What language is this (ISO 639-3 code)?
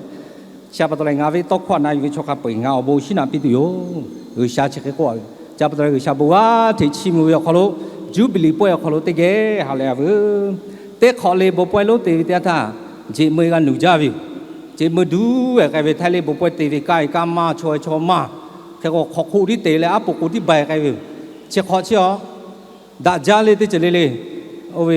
lhu